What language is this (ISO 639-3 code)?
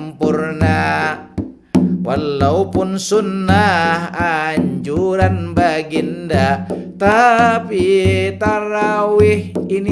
bjn